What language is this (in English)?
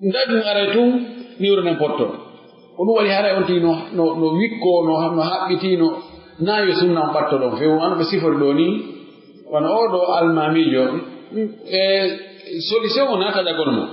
Pular